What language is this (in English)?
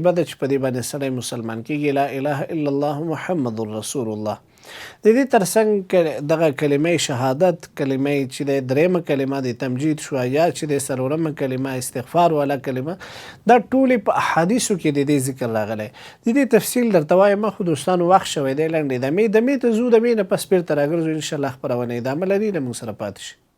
Pashto